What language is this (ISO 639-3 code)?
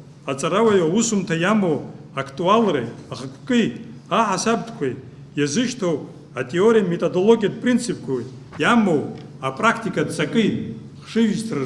abk